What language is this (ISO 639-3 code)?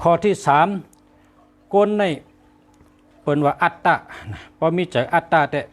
shn